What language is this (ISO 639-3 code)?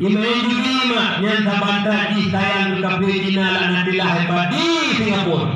ace